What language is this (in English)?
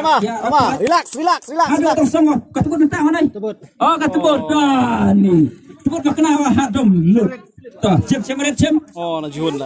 Khasi